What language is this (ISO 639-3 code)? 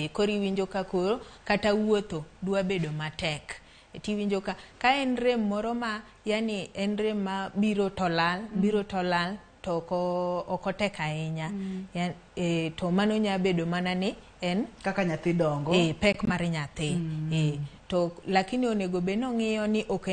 luo